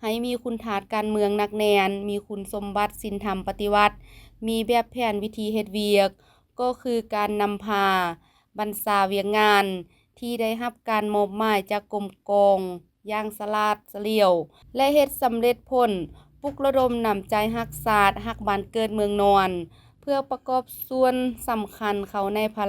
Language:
Lao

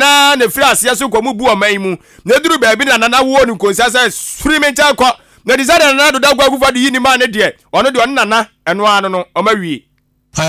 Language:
Akan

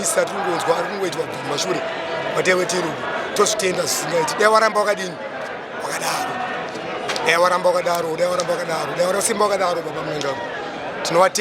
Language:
Shona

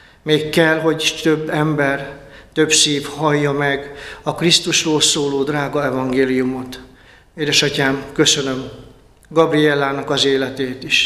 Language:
Hungarian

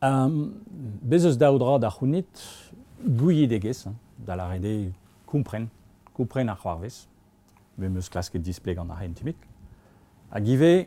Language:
Breton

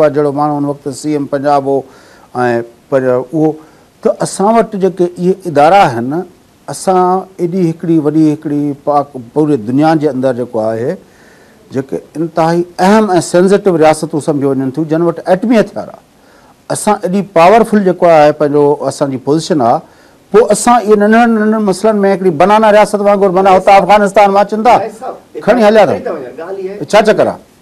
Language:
Sindhi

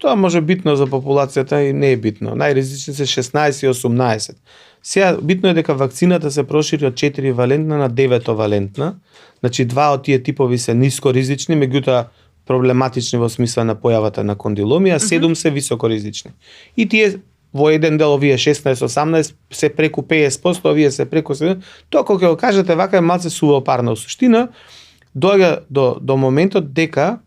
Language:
Macedonian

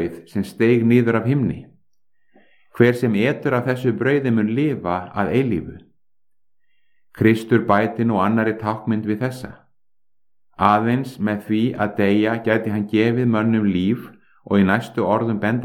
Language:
Icelandic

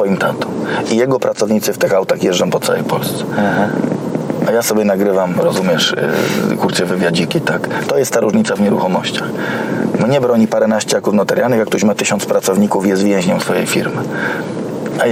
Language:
Polish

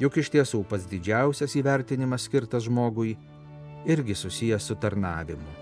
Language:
Lithuanian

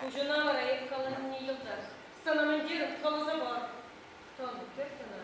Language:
Chuvash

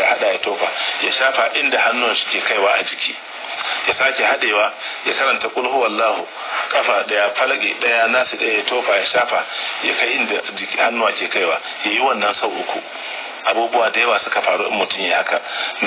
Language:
Hausa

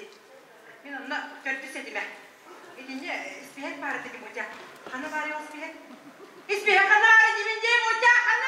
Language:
Yakut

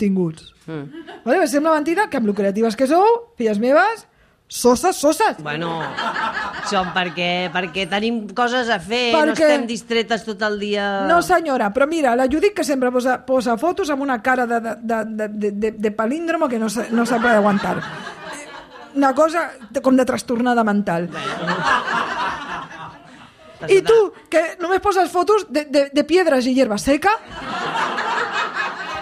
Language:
Catalan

